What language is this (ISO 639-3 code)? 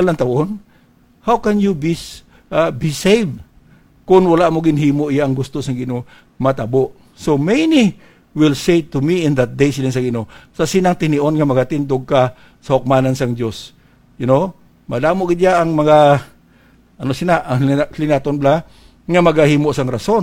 hil